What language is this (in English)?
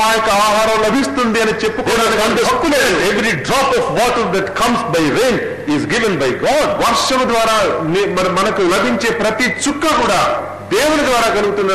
Telugu